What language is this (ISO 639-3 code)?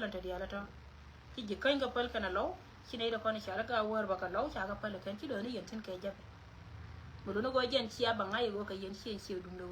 nus